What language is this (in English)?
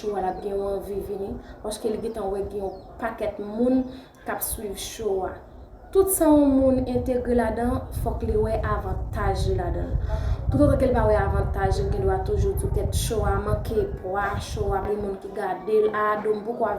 Haitian Creole